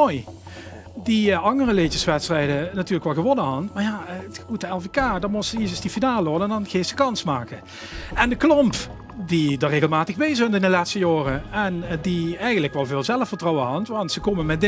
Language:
Limburgish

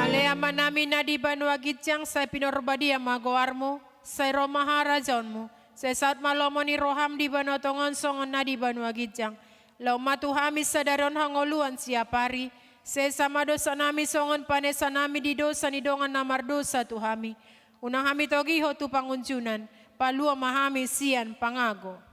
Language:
Batak Toba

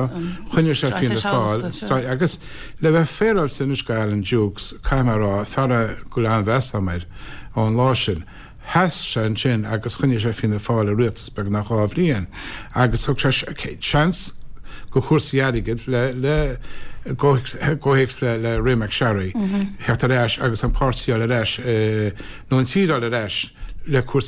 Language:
Irish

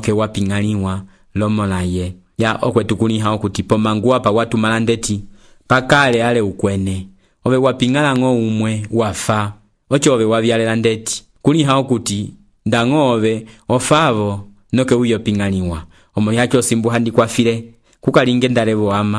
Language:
Umbundu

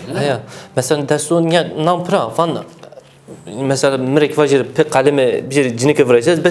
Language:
Zaza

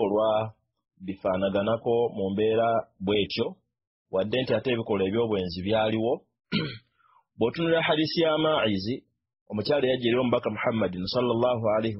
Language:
Ganda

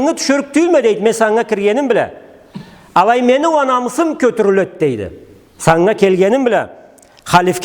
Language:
Karachay-Balkar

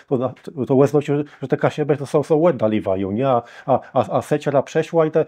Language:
Kashubian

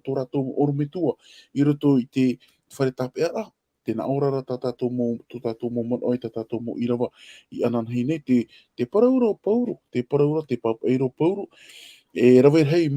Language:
Tahitian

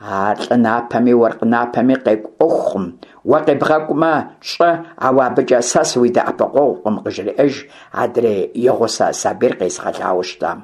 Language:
Kabardian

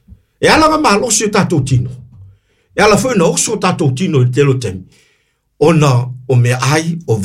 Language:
Samoan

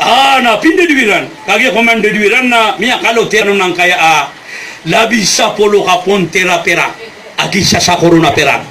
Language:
Maranao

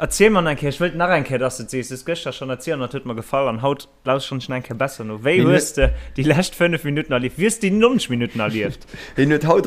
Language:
Luxembourgish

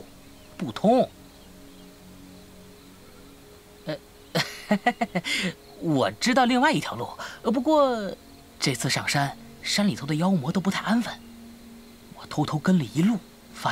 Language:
Chinese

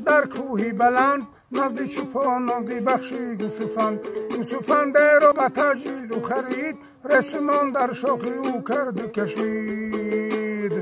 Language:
Tajik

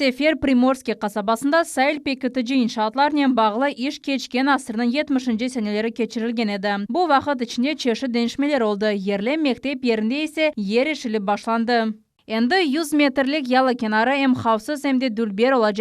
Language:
Crimean Tatar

